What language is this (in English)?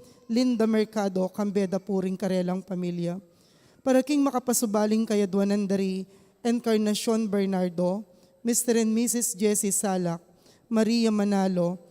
Pampanga